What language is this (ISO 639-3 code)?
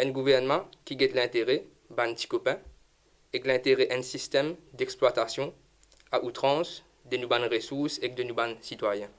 mfe